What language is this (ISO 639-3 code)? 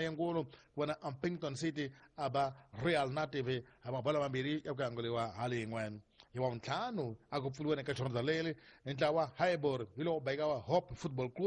tso